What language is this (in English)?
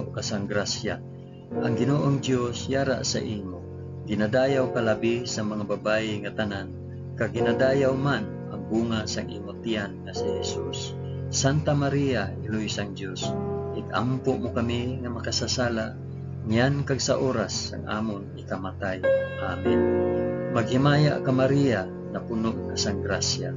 Hiligaynon